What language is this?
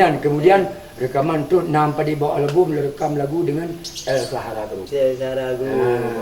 Achinese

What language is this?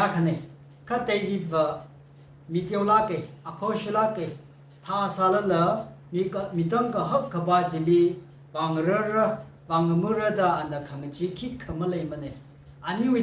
Tangkhul Naga (India)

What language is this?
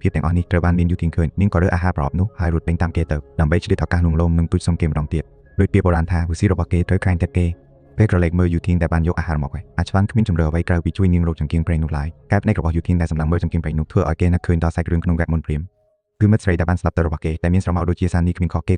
Khmer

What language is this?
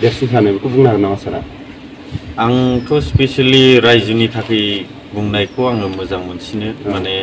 Bodo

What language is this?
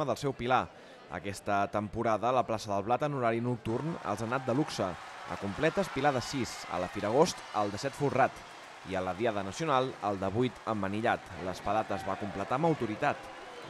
Catalan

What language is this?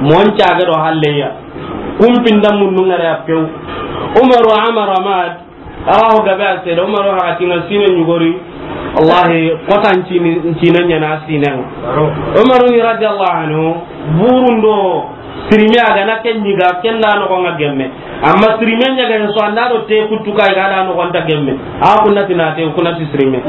Soninke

